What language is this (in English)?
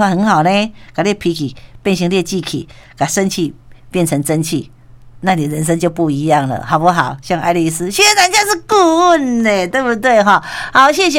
Min Nan Chinese